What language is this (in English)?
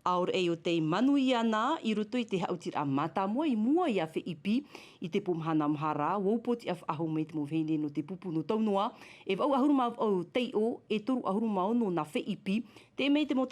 Tahitian